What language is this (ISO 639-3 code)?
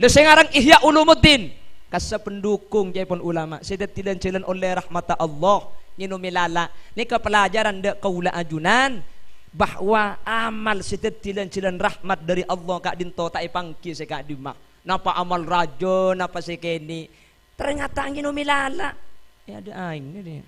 mad